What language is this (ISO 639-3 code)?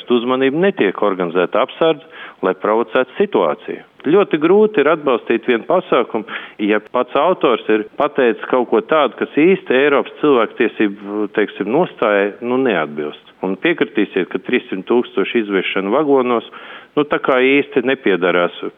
lav